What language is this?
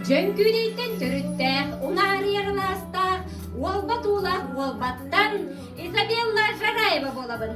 Yakut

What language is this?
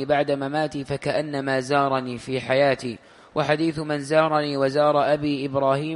Arabic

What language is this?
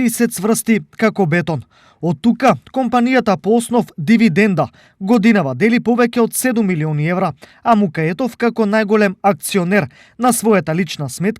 Macedonian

